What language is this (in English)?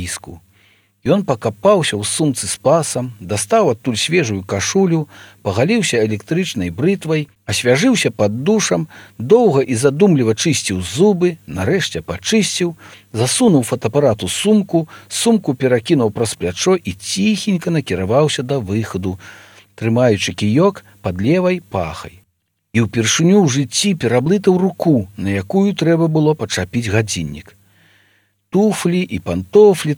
Belarusian